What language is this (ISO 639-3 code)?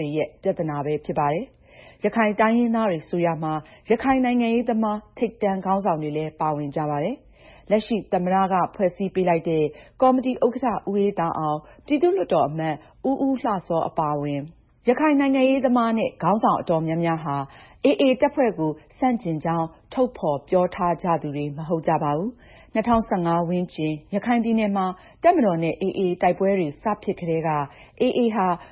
mya